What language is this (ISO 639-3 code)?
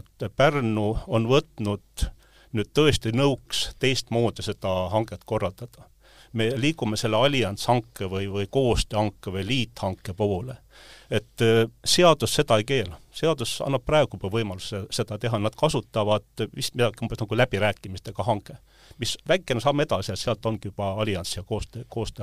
est